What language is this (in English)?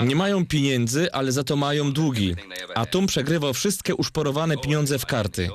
Silesian